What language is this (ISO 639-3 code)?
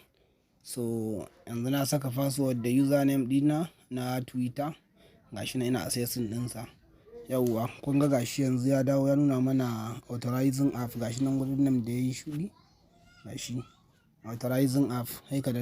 hau